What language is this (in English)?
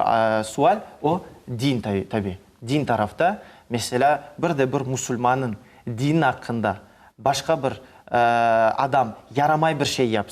Crimean Tatar